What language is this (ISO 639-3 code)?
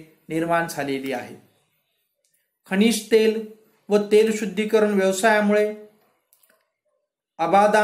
mar